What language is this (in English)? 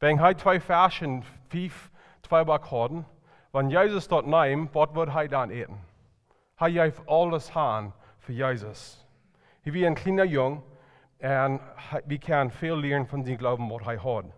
Plautdietsch